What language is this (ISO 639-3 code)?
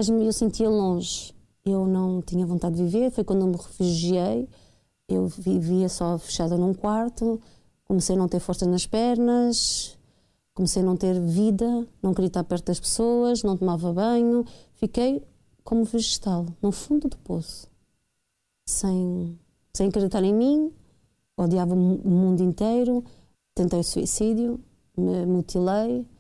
por